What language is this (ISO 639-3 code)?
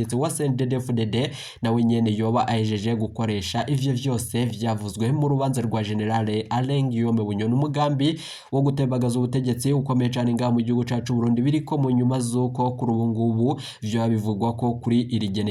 run